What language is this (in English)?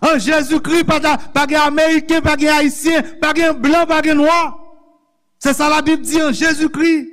Haitian Creole